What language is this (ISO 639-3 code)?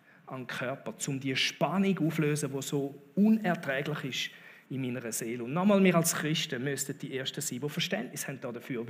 gsw